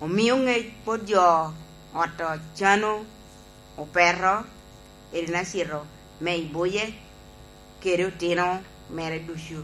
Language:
Lango (Uganda)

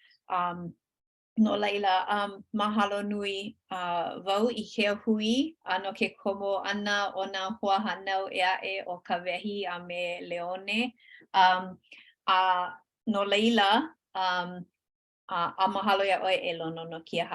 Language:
Hawaiian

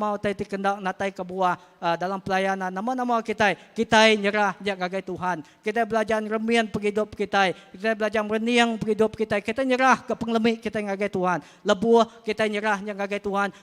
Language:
Iban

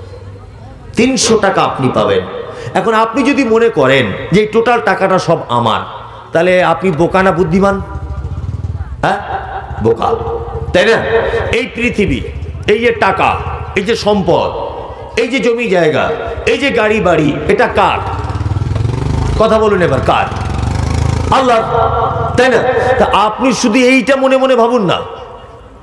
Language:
Bangla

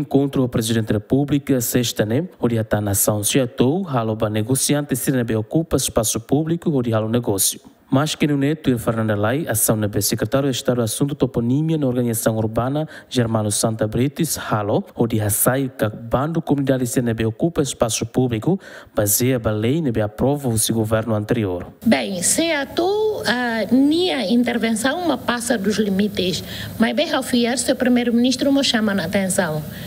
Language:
Tetum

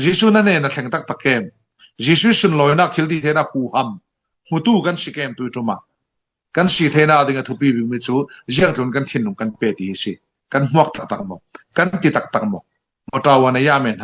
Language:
Falam Chin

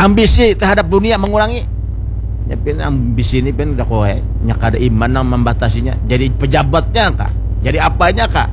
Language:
Banjar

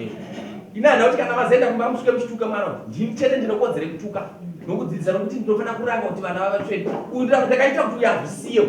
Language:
Shona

